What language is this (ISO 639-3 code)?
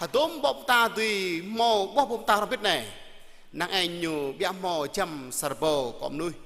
jra